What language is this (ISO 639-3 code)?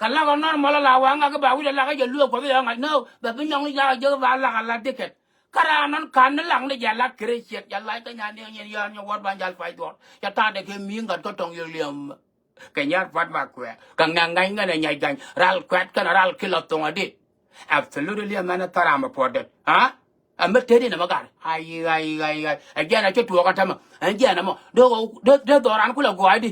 nus